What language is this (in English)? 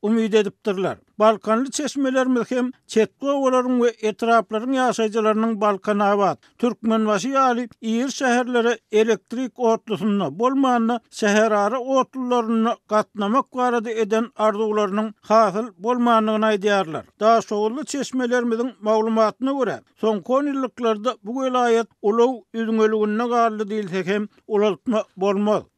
Turkmen